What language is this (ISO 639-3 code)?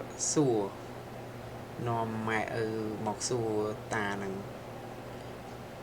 khm